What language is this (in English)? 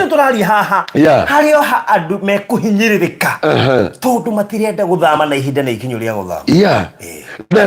Kikuyu